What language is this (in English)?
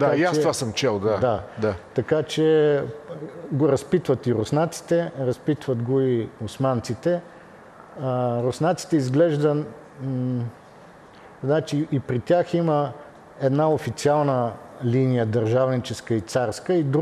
Bulgarian